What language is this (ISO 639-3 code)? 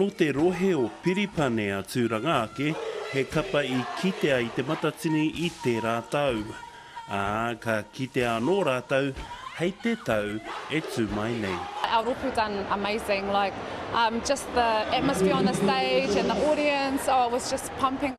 mri